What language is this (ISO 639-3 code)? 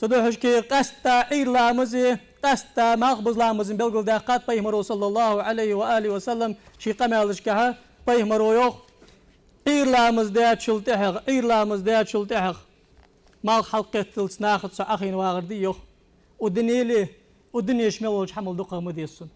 inh